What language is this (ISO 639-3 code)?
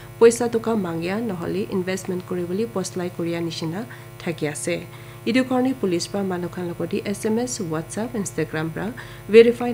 nag